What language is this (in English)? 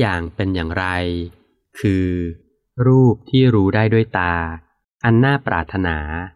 Thai